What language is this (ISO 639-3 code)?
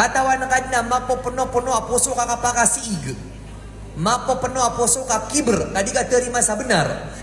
mrw